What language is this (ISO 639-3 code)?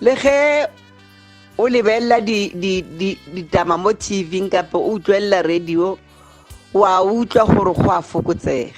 tsn